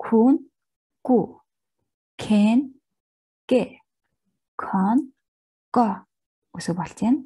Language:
Mongolian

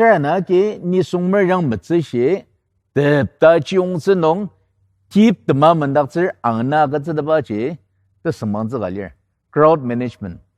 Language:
Ao Naga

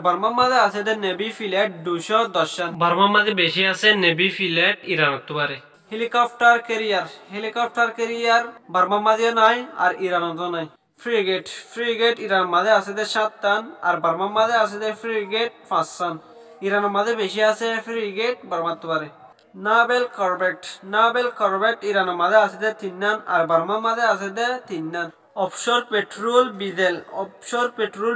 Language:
Rohingya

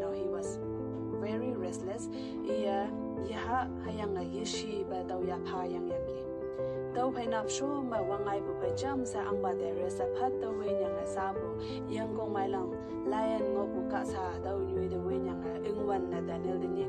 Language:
Konyak Naga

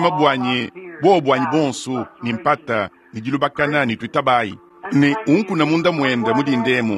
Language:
Luba-Lulua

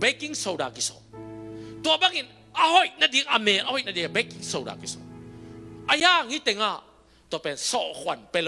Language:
Tedim Chin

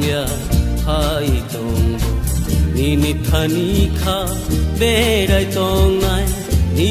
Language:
Kok Borok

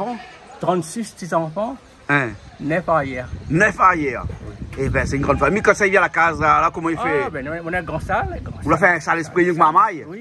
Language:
Réunion Creole French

